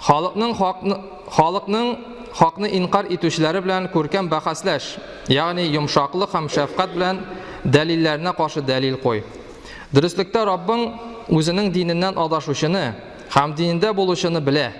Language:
Tatar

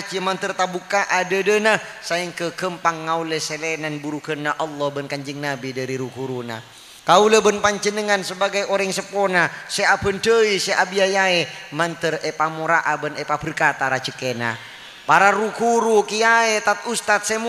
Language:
Madurese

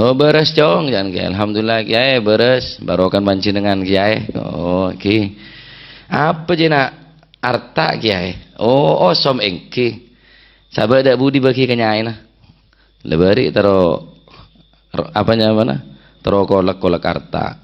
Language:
Madurese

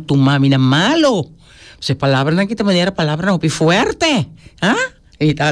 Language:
Papiamento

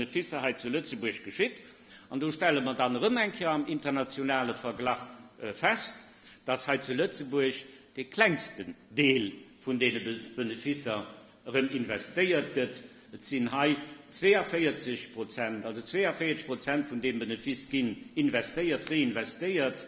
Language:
Luxembourgish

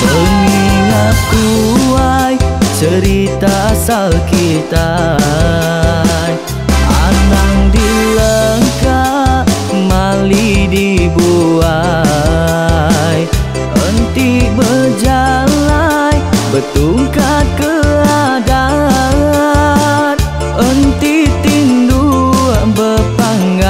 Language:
Iban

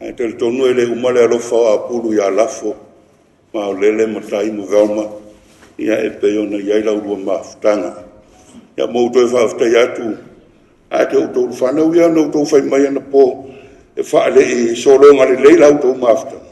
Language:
Samoan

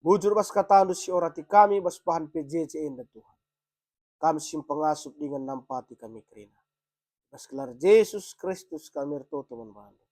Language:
Batak Karo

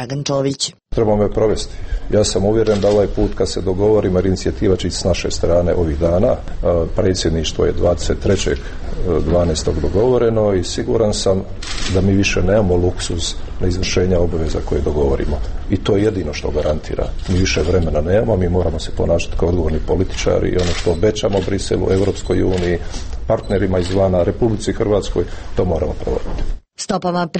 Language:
Serbian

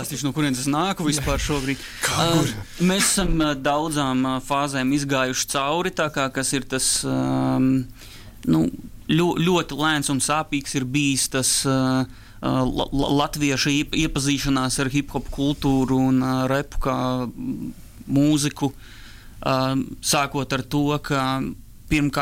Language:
Latvian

